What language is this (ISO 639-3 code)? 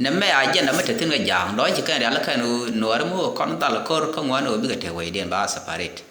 nus